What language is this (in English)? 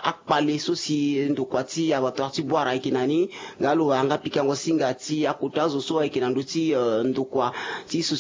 Sango